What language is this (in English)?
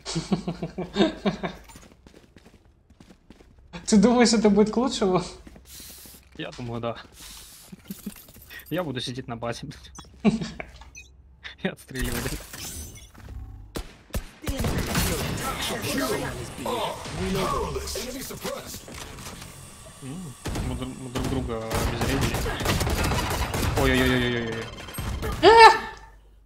Russian